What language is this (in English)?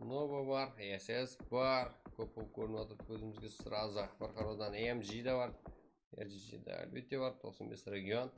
Kara-Kalpak